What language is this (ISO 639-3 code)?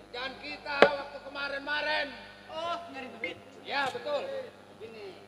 bew